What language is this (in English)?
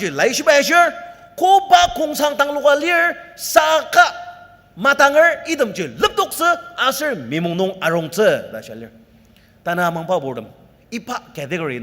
Ao Naga